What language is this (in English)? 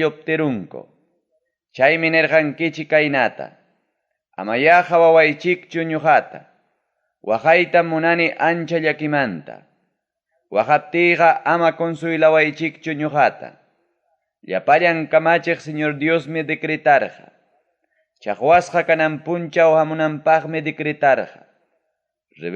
Ayacucho Quechua